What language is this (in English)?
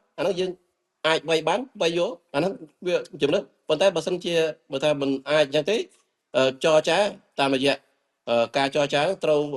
Khmer